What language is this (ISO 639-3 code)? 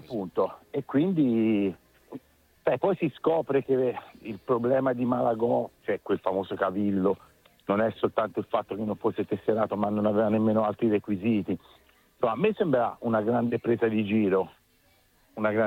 ita